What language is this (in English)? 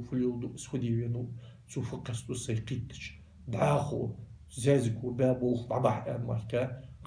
Ingush